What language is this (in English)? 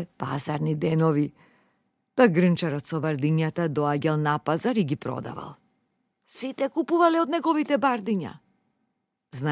Macedonian